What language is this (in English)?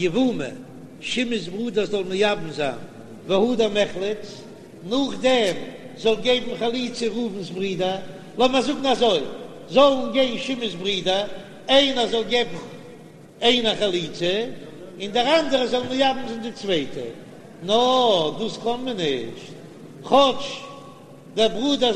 Yiddish